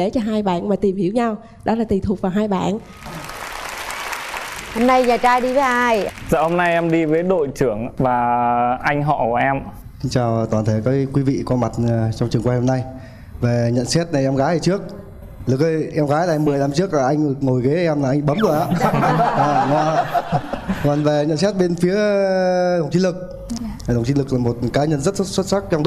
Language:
Vietnamese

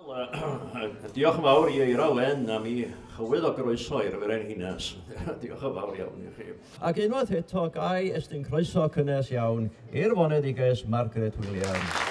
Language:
Welsh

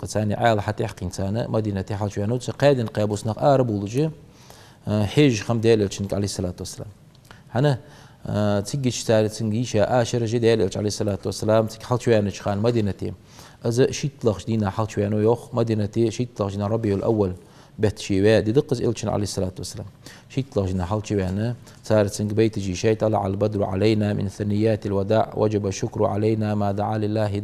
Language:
Ingush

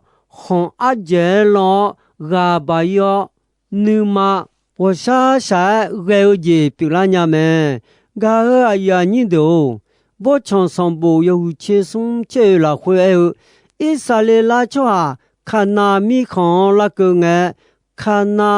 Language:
Akha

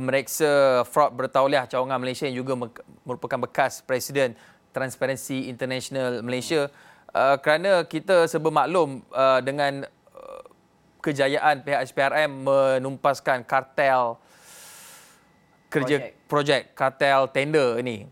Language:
Malay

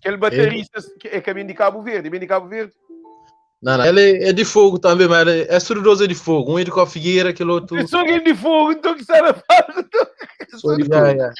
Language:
Kabuverdianu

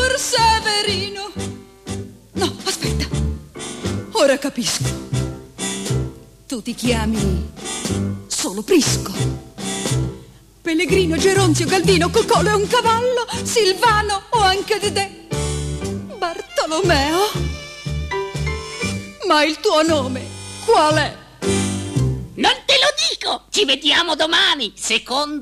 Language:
Italian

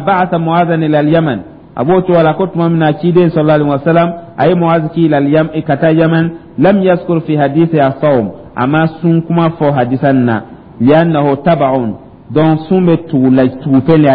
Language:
Dyula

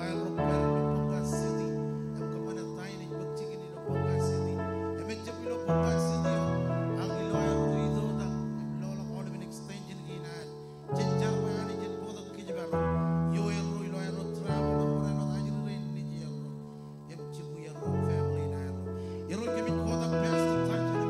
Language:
Marshallese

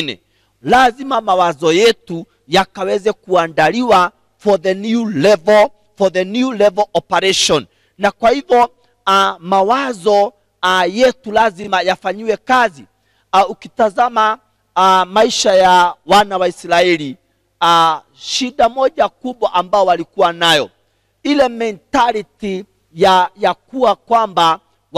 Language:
Swahili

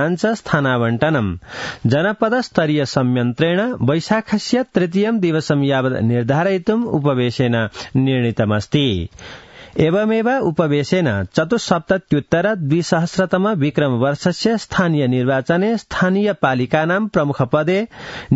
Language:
Sanskrit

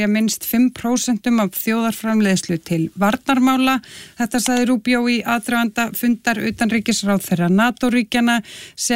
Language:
Icelandic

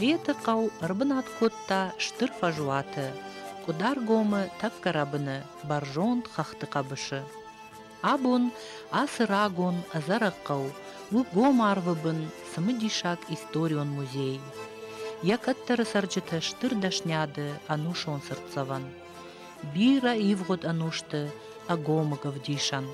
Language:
Ossetic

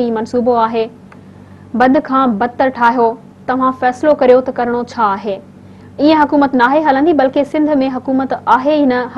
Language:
Sindhi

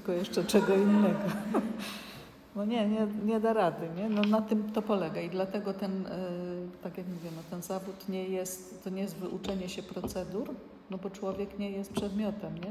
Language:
Polish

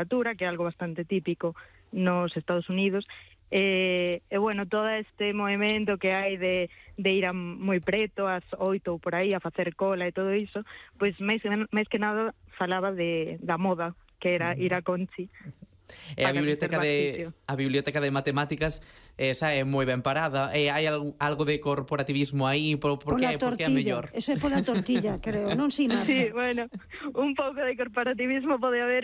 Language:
Galician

